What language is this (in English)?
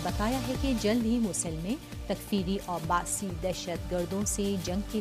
Urdu